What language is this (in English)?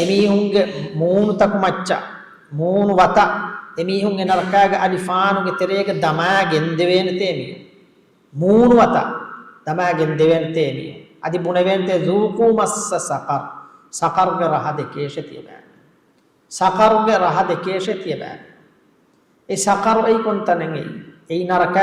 Divehi